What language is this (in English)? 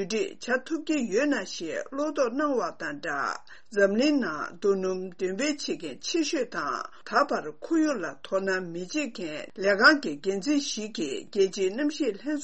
Tibetan